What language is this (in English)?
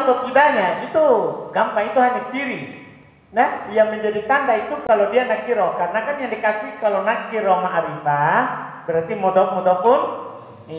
Indonesian